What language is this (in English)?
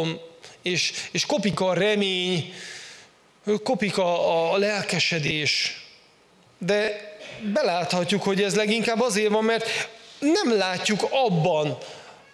Hungarian